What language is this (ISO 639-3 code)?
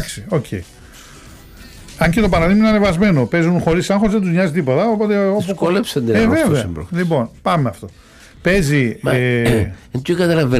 ell